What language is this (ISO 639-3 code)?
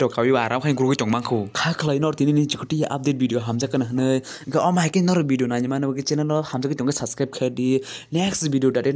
trp